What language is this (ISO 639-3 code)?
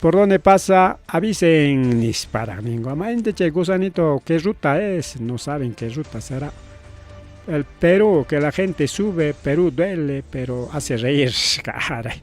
quy